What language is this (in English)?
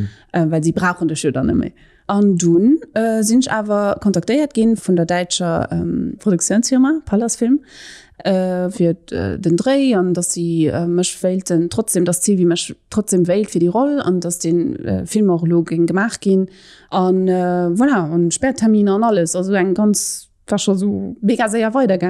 Luxembourgish